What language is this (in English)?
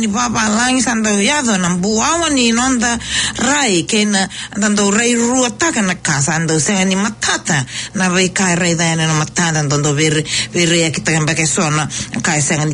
Fijian